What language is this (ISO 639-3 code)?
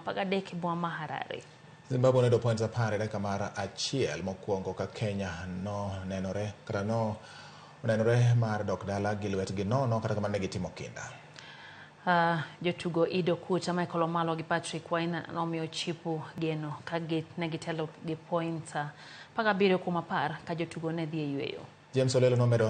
luo